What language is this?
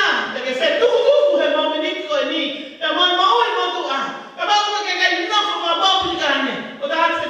Tongan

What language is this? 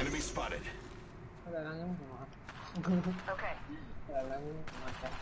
Morisyen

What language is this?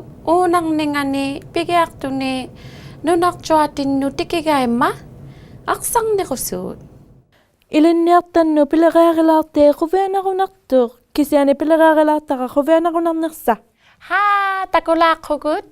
Inuktitut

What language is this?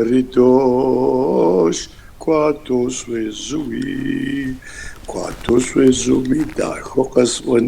Kabardian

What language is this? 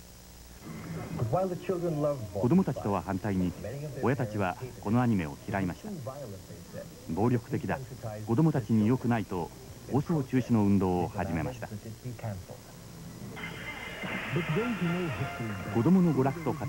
Japanese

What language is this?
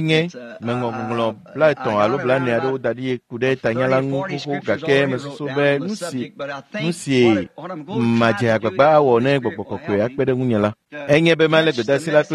Ewe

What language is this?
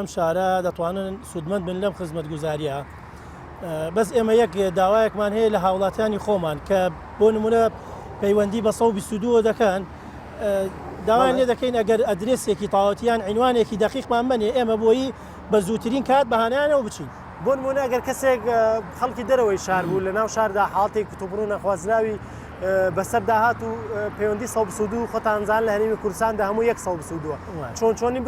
Central Kurdish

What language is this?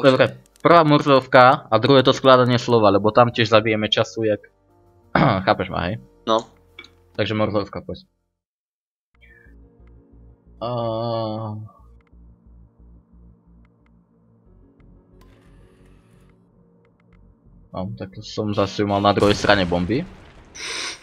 Slovak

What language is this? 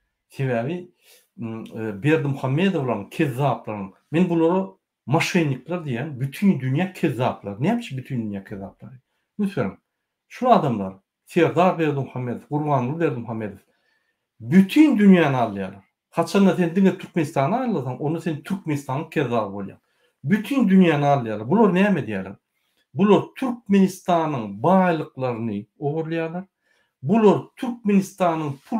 Turkmen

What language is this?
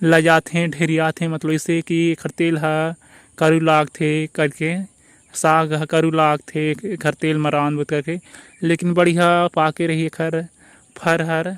Chhattisgarhi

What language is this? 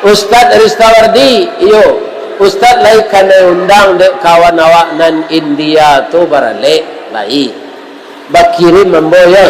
Minangkabau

